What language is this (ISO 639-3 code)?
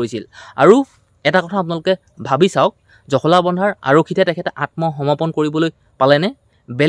asm